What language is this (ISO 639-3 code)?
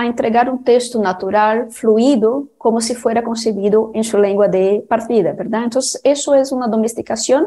spa